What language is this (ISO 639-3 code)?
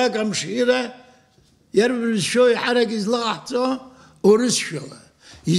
abk